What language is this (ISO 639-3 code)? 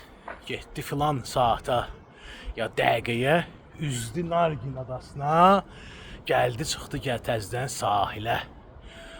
aze